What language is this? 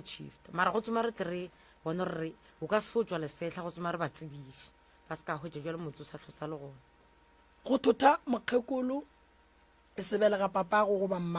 Northern Sotho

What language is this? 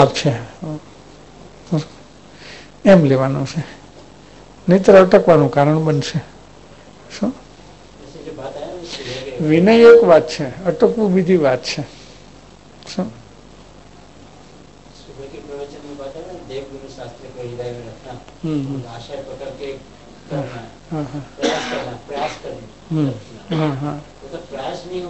Gujarati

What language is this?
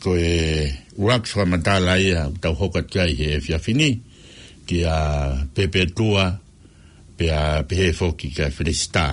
Tongan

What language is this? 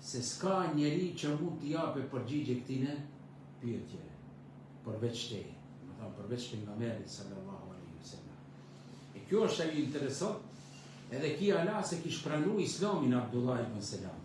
Albanian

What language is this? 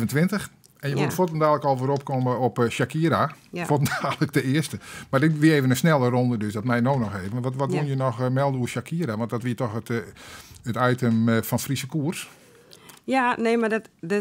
Western Frisian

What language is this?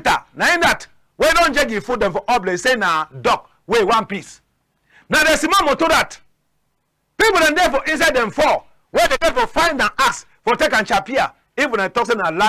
Cameroon Pidgin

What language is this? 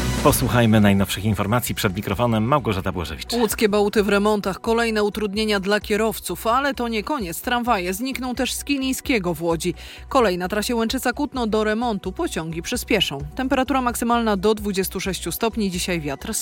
Polish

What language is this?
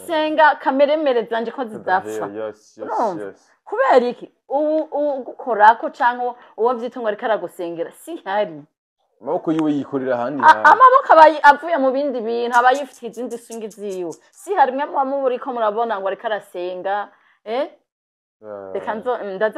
Rundi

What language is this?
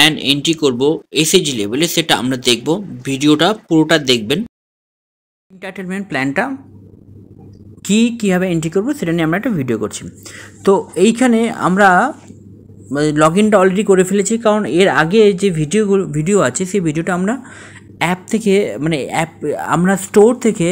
Bangla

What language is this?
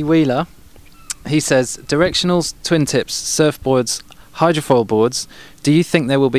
English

